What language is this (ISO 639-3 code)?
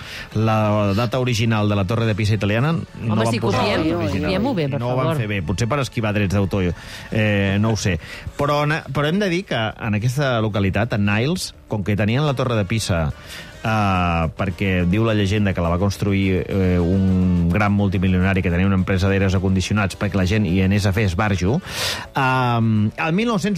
cat